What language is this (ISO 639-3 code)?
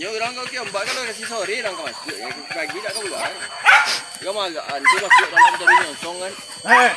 min